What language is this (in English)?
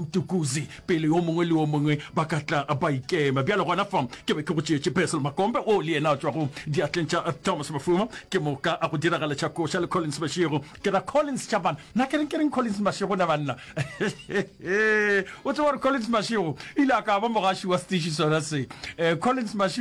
Northern Sotho